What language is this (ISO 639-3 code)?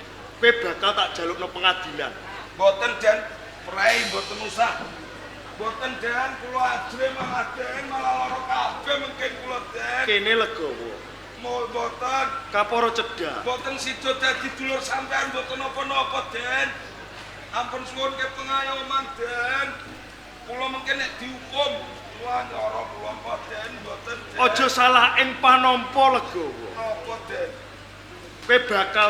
jav